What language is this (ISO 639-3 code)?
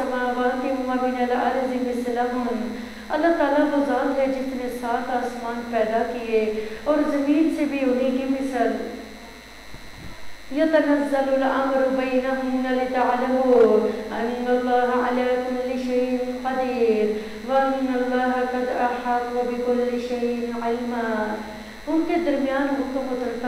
urd